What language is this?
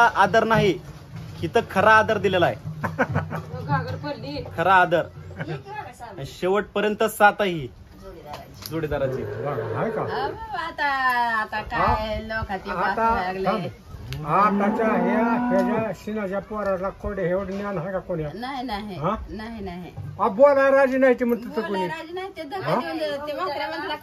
Marathi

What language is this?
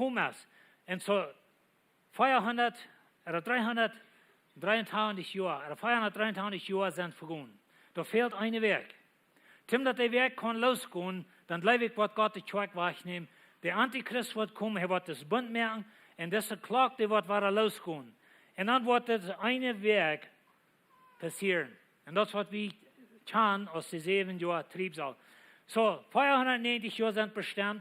Plautdietsch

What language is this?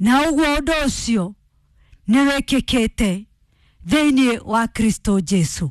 Kikuyu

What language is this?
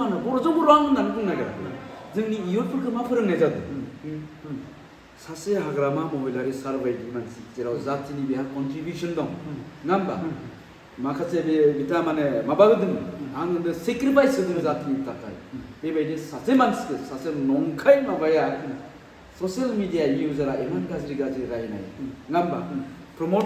Bodo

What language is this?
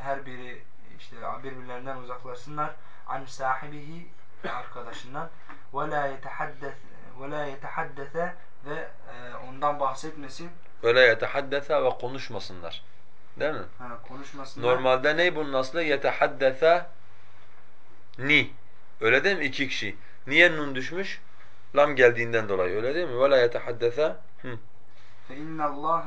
Turkish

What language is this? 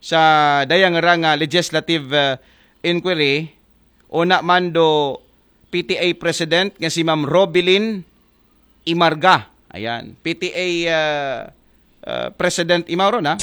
Aklanon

